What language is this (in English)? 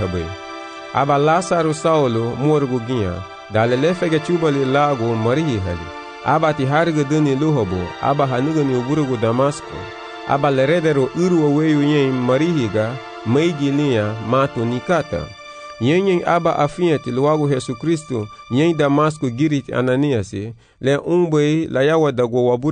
Garifuna